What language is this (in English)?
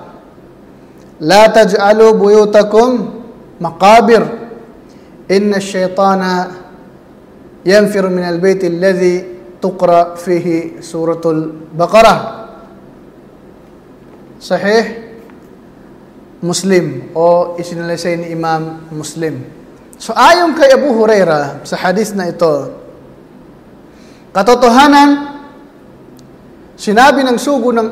Filipino